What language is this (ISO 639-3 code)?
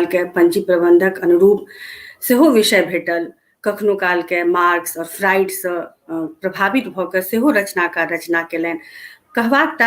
mai